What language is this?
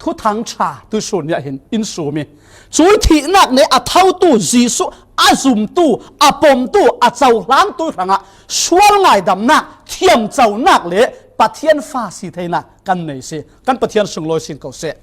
Falam Chin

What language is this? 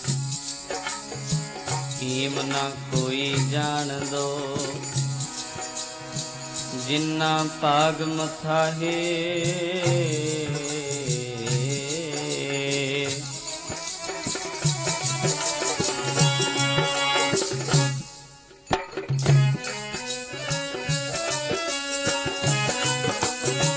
Punjabi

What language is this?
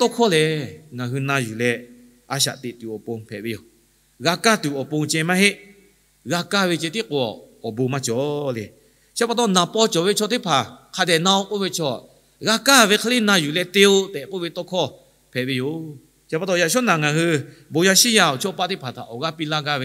Lahu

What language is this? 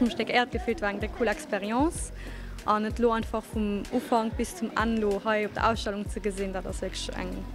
Luxembourgish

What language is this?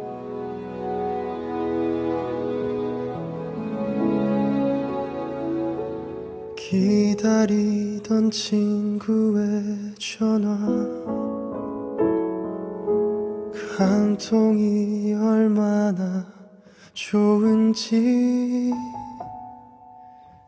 Korean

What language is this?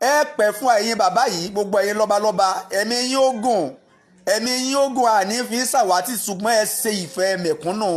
Yoruba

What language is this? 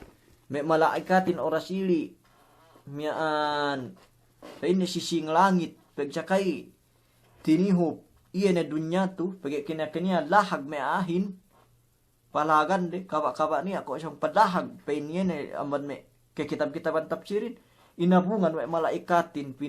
Yakan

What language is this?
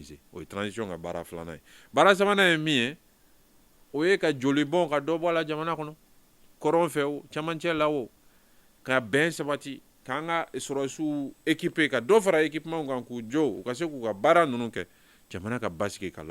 Bambara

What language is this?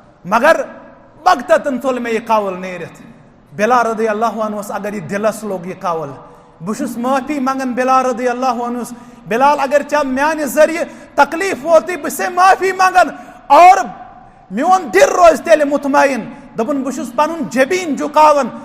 Kashmiri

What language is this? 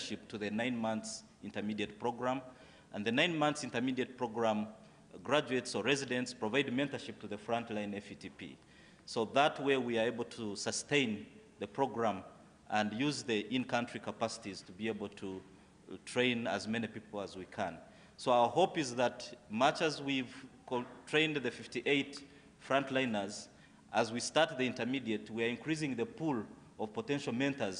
Tswana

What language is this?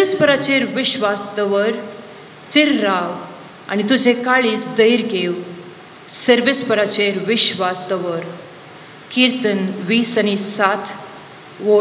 Konkani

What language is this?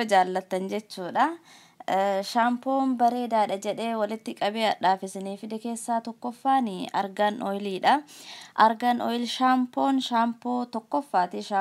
Oromo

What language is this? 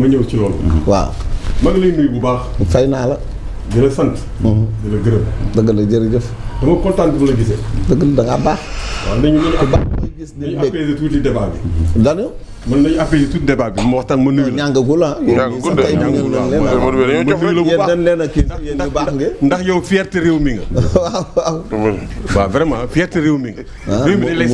Wolof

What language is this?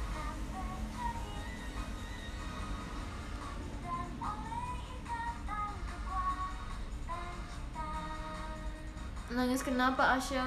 Indonesian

